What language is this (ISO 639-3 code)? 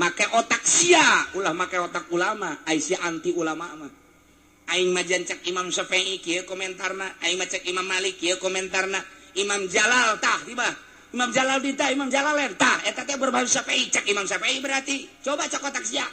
sun